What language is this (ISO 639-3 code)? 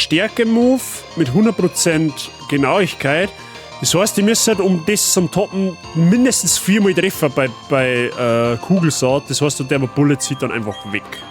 bar